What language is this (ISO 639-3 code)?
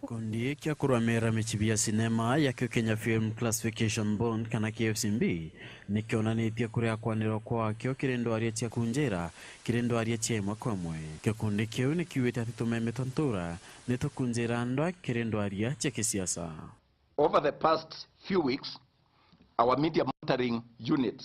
mer